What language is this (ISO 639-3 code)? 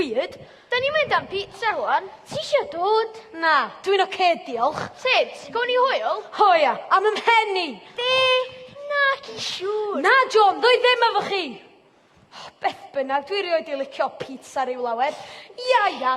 cym